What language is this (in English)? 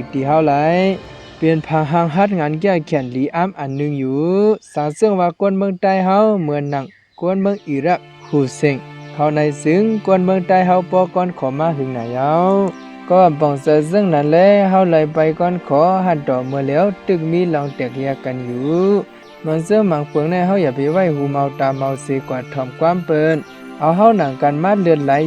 Shan